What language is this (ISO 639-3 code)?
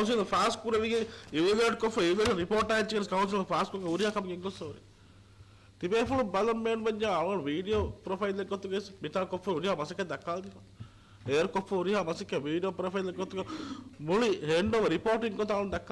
div